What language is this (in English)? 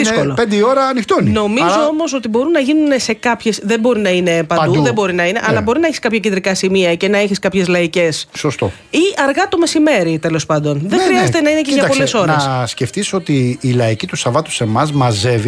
Greek